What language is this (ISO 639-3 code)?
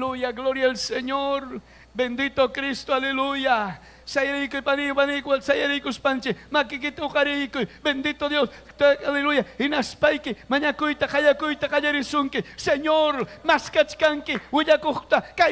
quy